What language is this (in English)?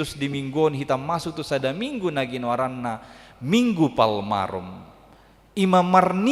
Batak Toba